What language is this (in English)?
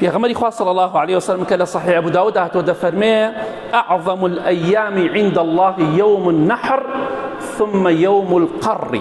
Central Kurdish